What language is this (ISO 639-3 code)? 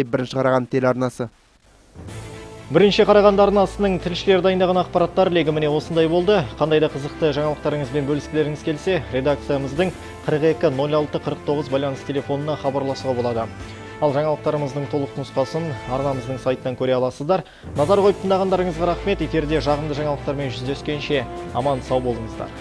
kaz